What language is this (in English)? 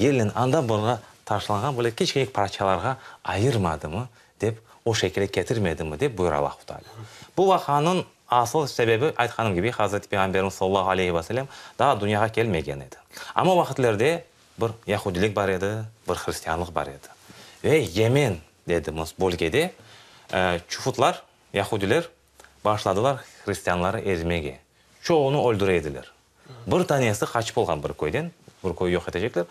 Crimean Tatar